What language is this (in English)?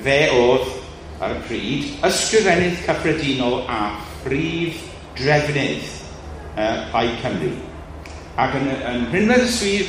Welsh